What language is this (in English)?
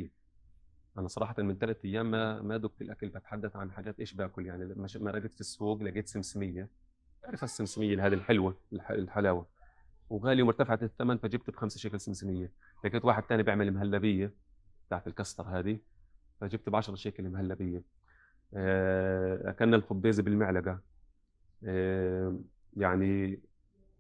North Levantine Arabic